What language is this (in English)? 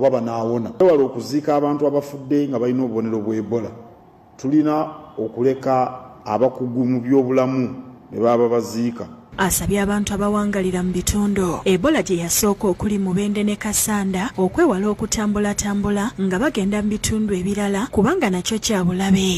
Ganda